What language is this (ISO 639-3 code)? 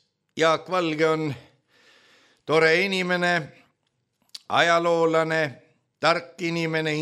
est